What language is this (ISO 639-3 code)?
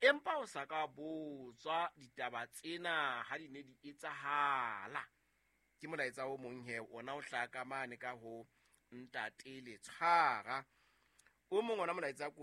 sot